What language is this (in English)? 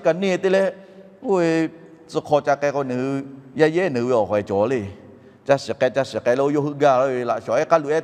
Lahu